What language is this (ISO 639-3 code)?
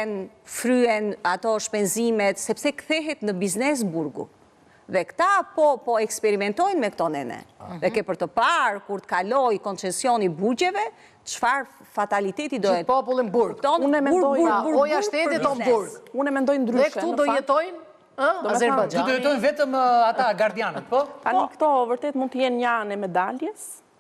sqi